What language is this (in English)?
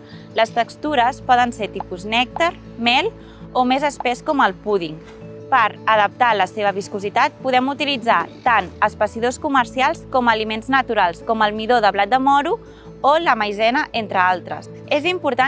Catalan